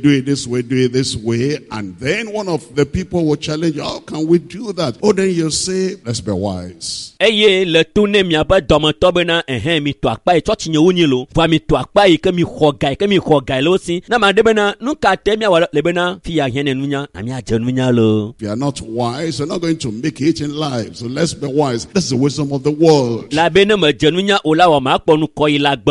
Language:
Ewe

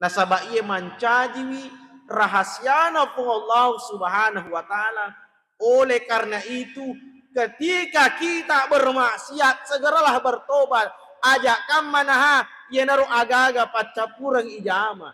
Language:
Buginese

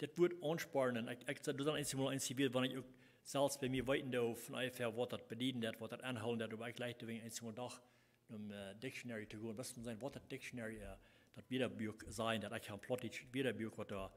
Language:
Plautdietsch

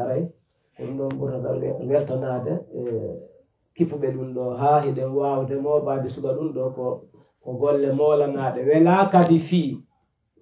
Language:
Pular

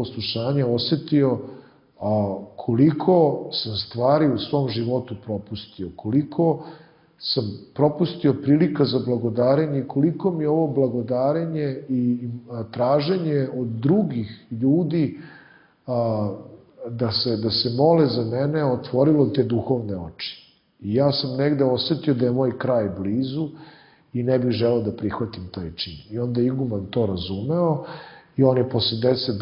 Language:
Serbian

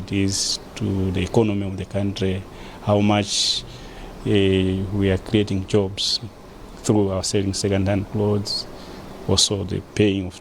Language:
English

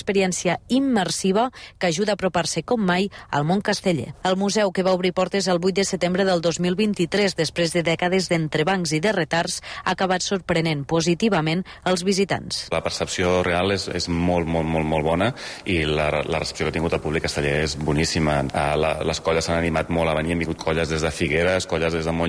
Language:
Catalan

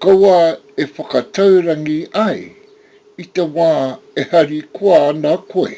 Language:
Māori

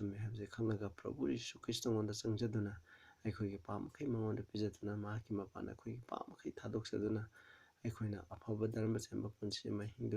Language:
Manipuri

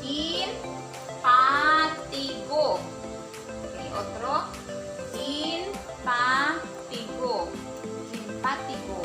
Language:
Waray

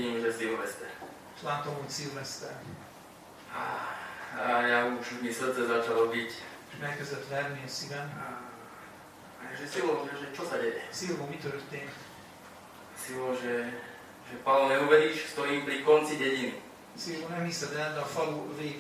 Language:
Slovak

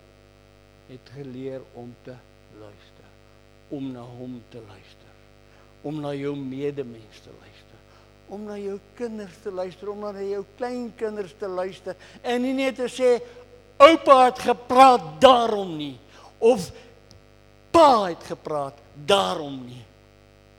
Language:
Afrikaans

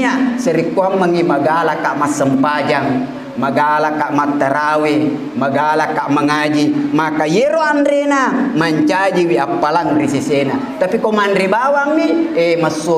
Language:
Buginese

